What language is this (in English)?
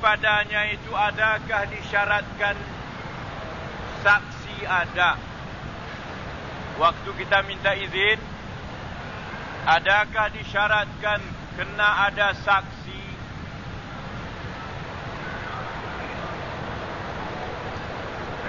Malay